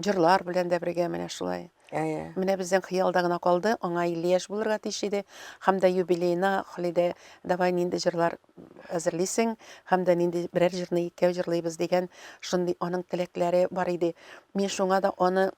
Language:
Tatar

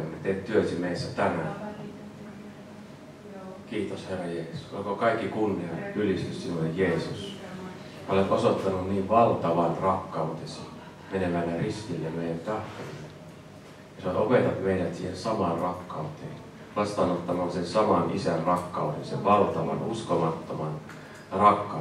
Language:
Finnish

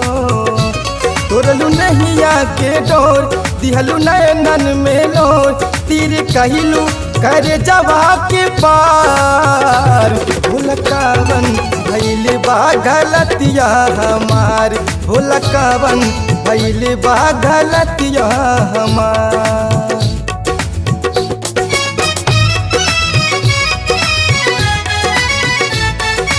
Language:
Bhojpuri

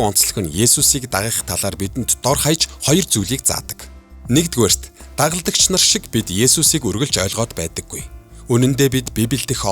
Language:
Mongolian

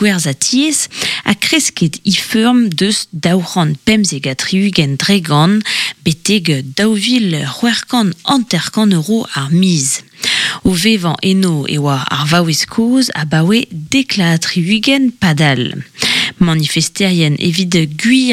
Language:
Breton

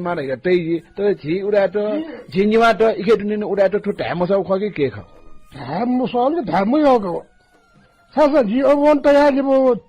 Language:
Newari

